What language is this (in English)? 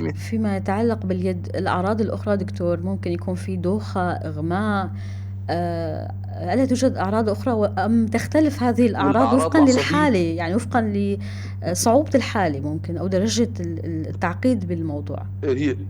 North Levantine Arabic